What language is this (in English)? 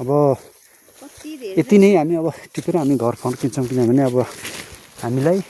Nepali